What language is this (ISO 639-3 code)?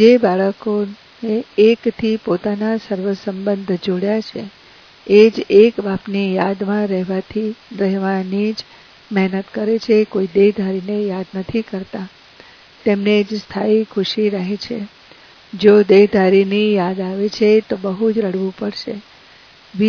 guj